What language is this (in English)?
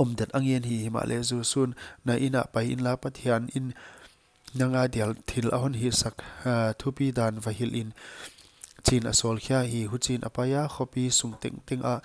Paite Chin